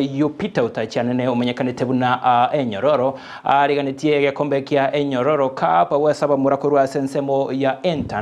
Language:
Gusii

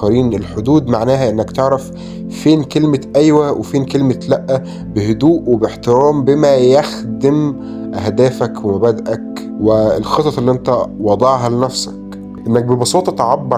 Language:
Egyptian Arabic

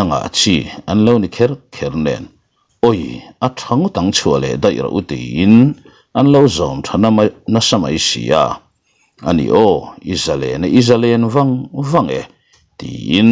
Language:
Mizo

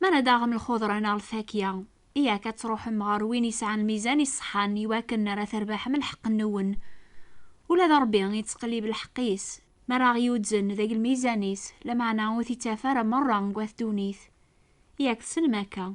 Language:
Kabyle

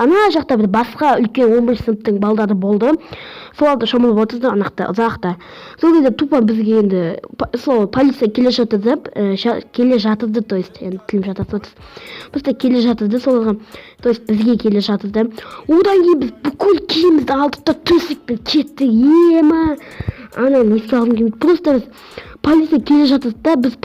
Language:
Kazakh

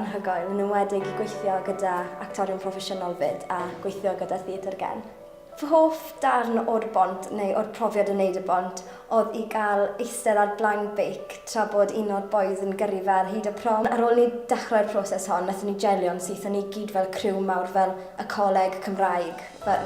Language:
Welsh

